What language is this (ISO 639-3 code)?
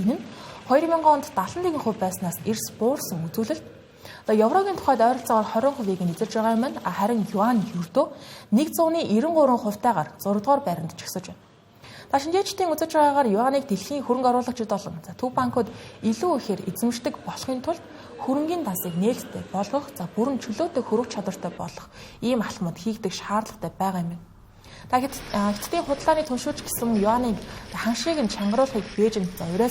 mon